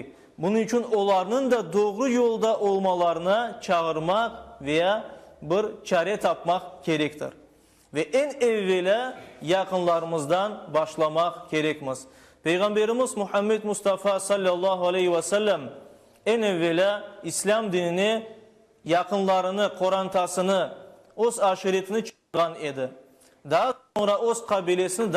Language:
Crimean Tatar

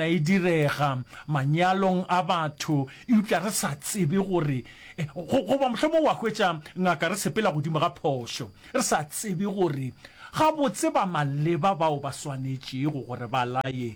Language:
Northern Sotho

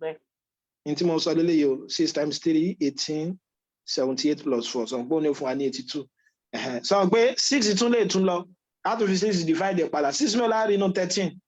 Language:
Yoruba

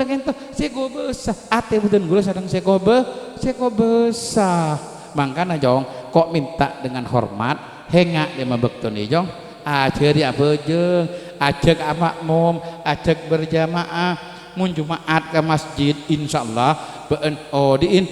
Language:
Madurese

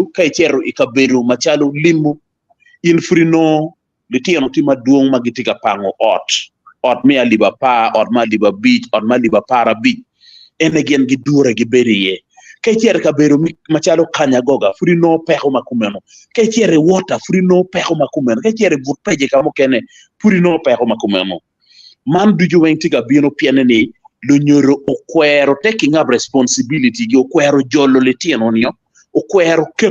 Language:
Acoli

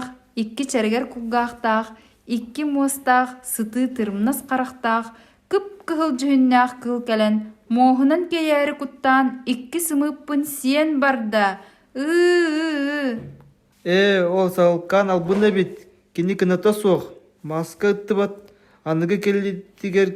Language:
Yakut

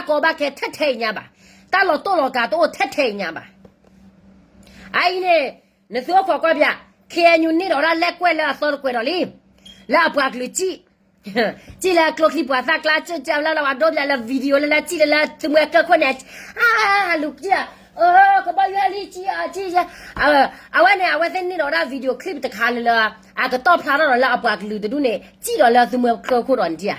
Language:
S'gaw Karen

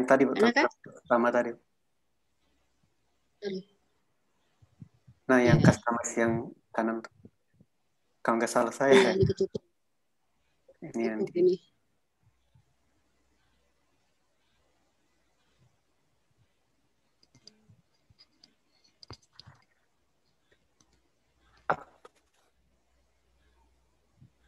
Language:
Indonesian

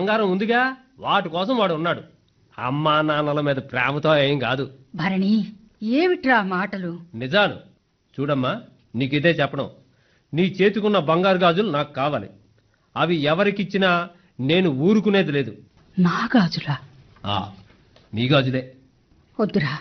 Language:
Telugu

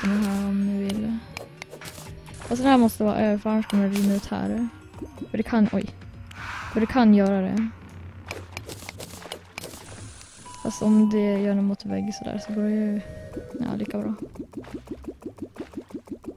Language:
Swedish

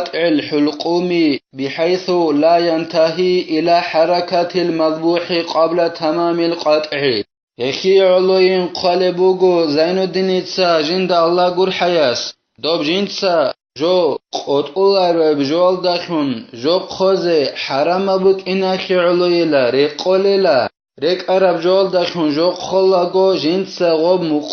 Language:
Avaric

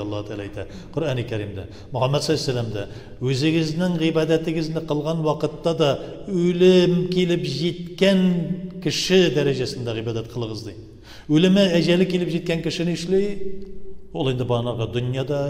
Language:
Tatar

